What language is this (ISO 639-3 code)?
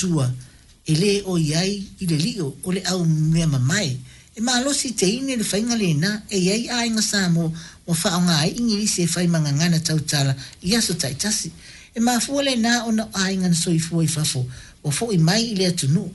smo